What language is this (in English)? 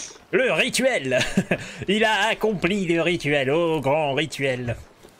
French